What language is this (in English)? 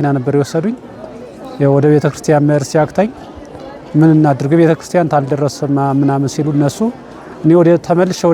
Amharic